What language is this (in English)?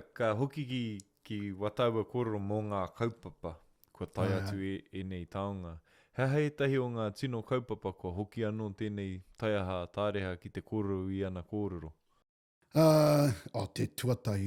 Māori